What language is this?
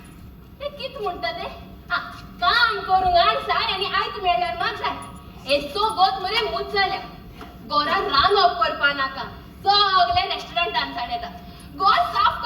Konkani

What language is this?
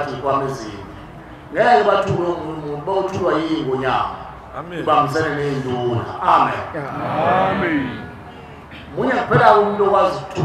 Zulu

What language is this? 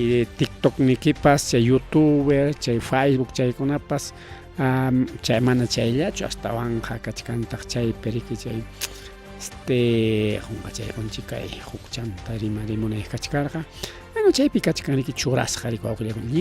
Ayacucho Quechua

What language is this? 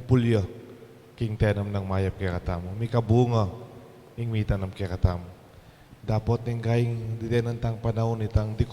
Pampanga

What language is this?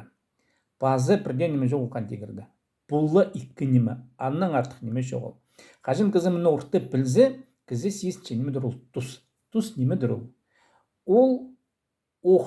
Khakas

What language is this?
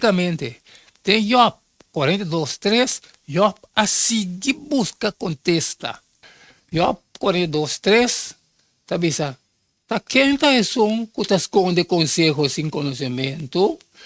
Papiamento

